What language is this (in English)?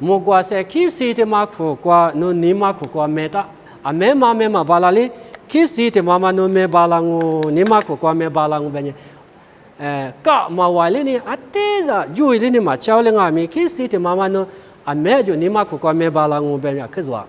Lisu